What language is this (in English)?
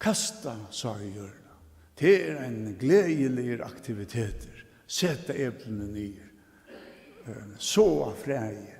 Faroese